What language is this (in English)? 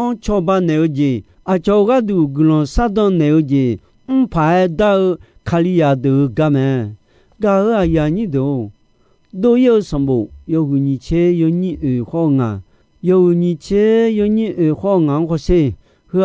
Akha